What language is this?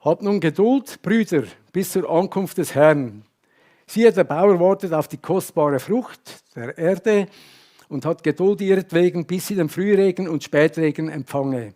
Swiss German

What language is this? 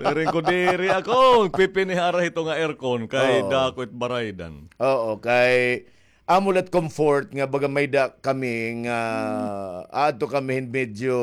Waray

